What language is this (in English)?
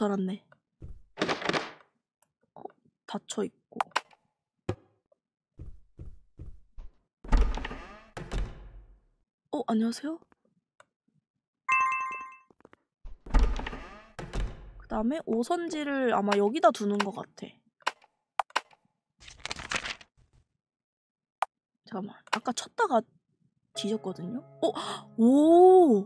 Korean